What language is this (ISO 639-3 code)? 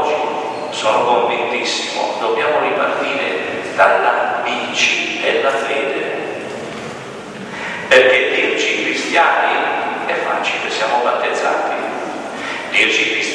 ita